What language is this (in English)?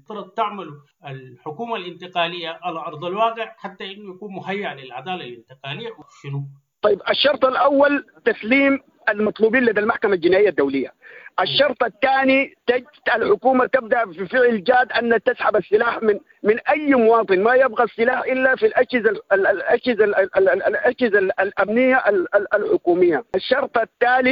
Sudanese Arabic